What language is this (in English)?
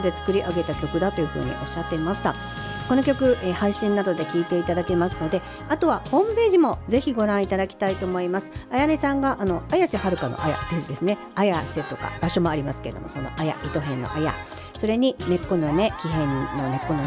Japanese